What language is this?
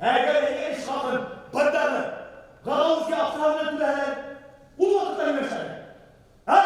Bashkir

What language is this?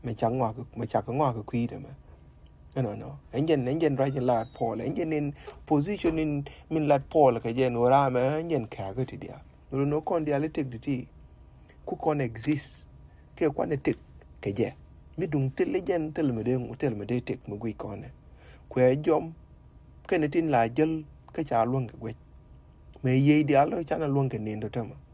Nuer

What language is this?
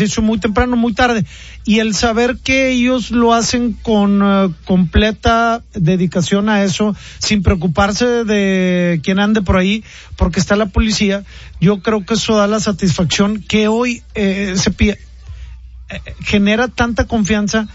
Spanish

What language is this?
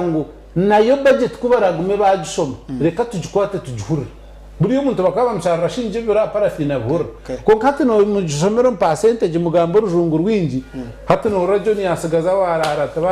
Nyankole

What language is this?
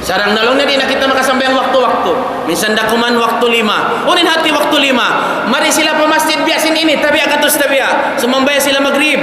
Tausug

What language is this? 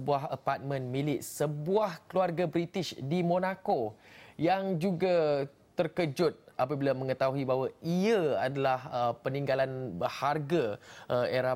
Malay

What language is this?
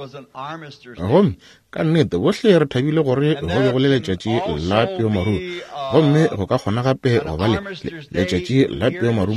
Northern Sotho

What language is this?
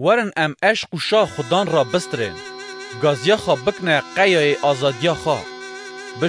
Kurdish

